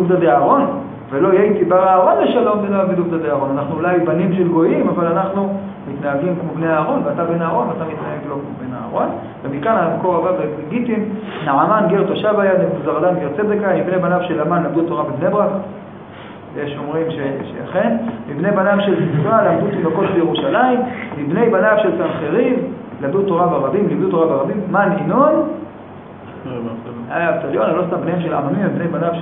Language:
Hebrew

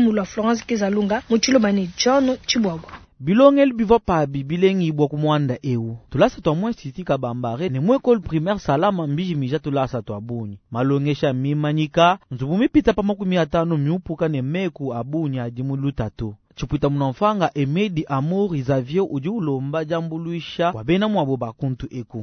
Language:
Luba-Lulua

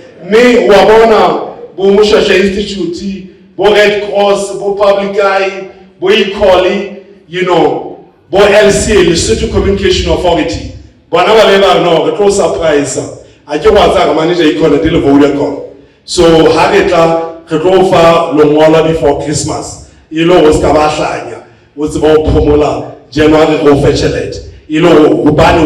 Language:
Southern Sotho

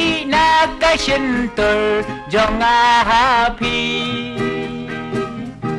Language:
Khasi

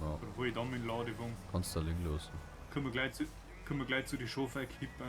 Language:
Bavarian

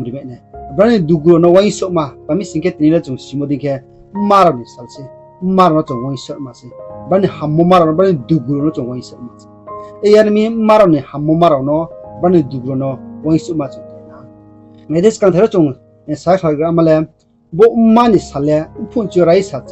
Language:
Riang (India)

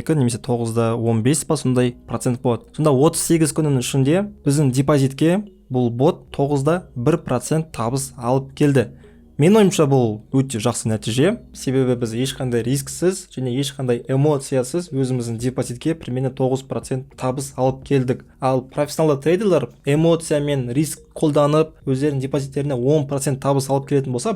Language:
Kazakh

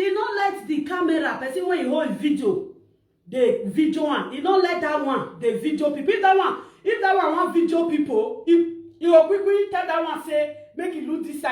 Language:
Nigerian Pidgin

